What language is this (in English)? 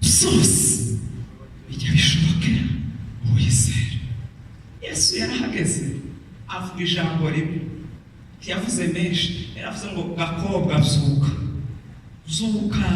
Kinyarwanda